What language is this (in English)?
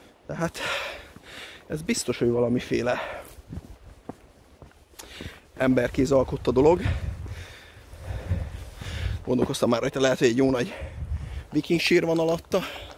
Hungarian